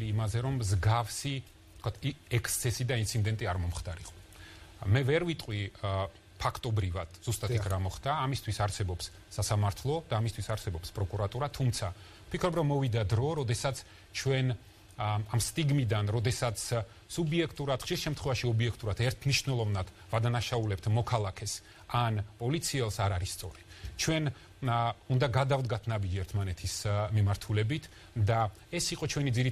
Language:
Georgian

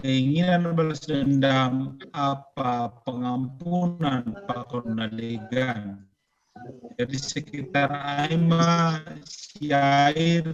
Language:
Batak Simalungun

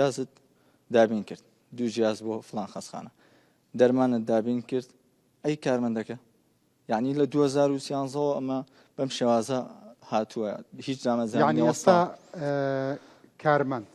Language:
Central Kurdish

